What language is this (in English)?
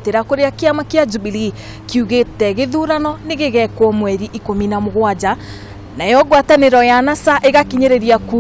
Kikuyu